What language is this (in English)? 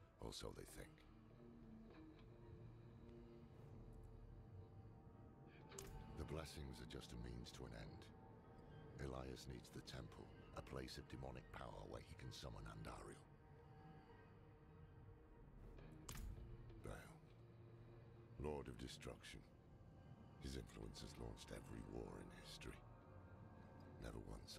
English